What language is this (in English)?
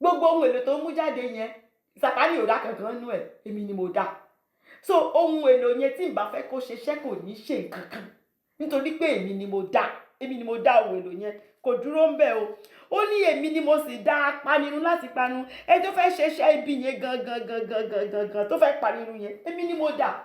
Yoruba